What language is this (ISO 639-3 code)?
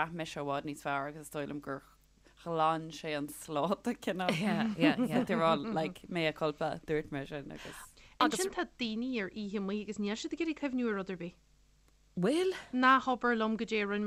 gle